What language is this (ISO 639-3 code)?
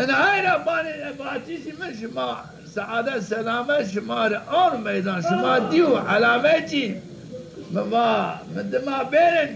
zza